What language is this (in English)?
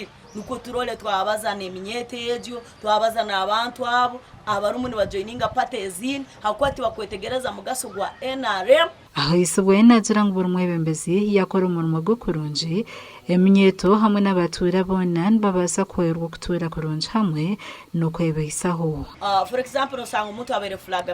Nyankole